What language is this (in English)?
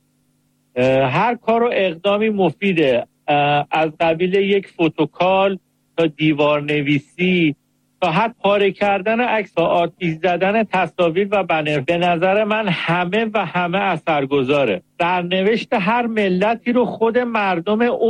Persian